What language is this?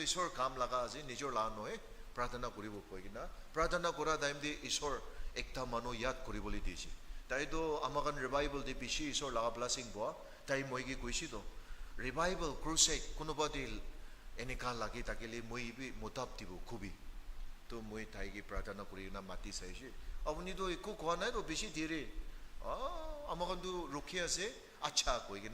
Naga Pidgin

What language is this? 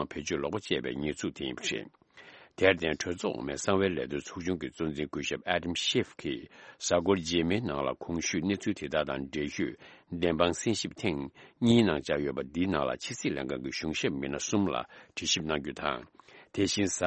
Tibetan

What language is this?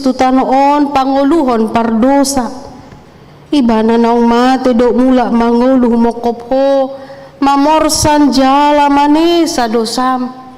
Batak Toba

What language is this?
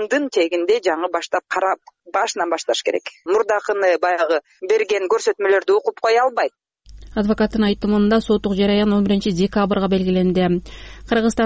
Kyrgyz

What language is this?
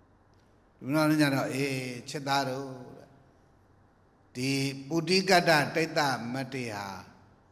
Burmese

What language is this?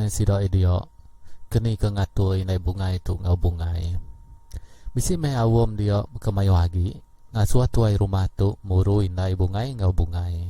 Iban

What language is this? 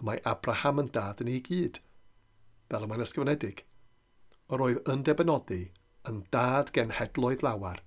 Welsh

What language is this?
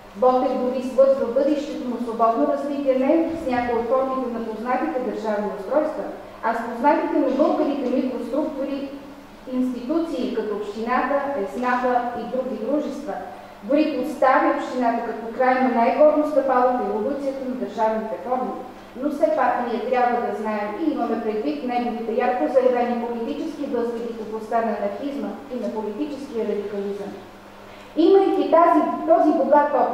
Bulgarian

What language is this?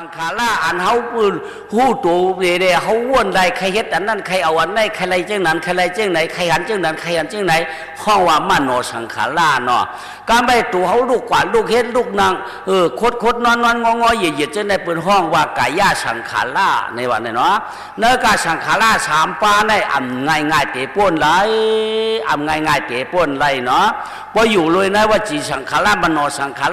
Shan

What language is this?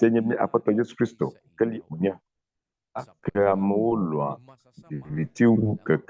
Ewe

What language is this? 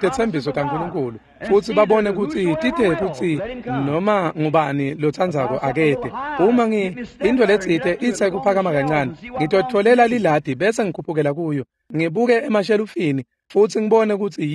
Swati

